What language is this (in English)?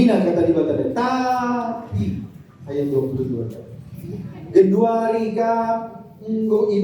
Batak Karo